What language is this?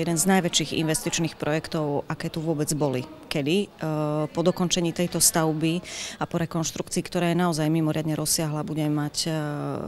Slovak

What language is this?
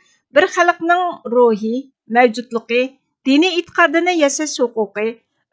Uyghur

